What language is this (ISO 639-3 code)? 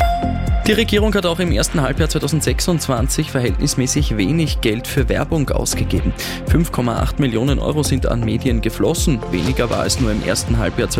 deu